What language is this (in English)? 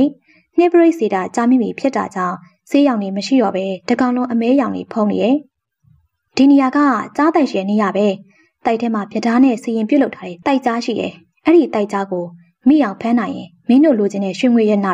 Burmese